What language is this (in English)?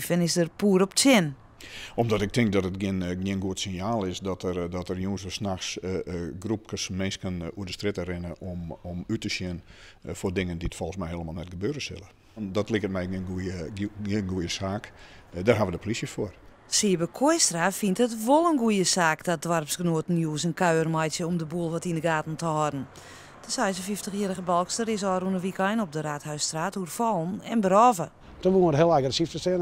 Western Frisian